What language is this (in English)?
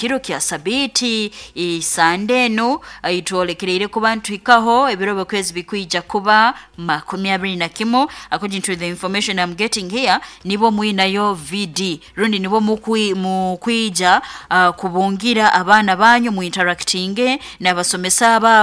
Nyoro